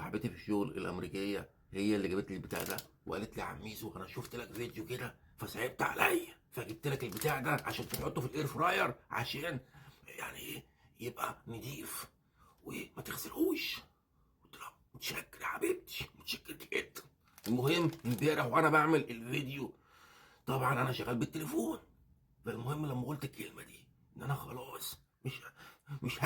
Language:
Egyptian Arabic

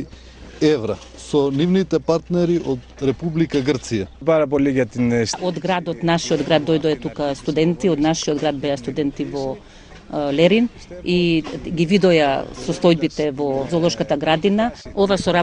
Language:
Macedonian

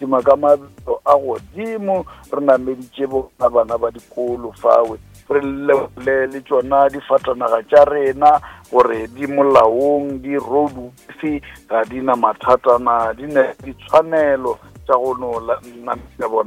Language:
Northern Sotho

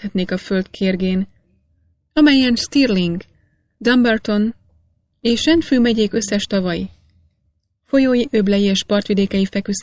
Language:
Hungarian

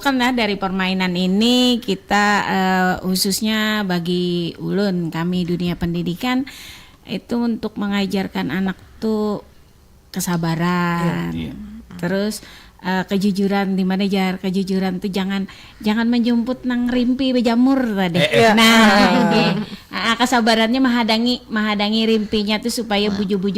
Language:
Banjar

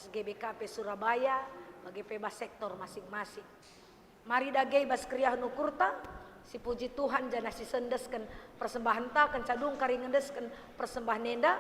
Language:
Batak Karo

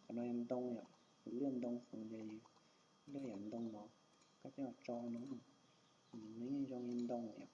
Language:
Hmong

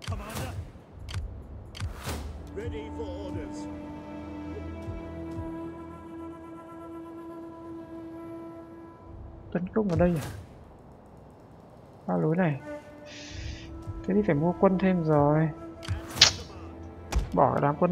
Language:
Vietnamese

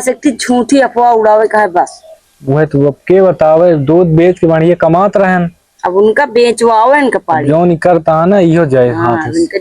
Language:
Awadhi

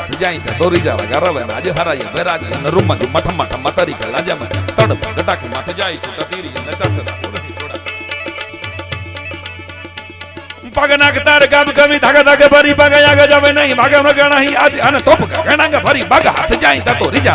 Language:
Gujarati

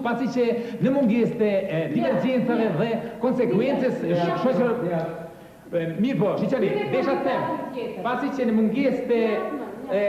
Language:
Albanian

